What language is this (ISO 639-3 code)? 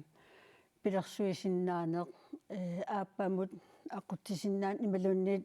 kal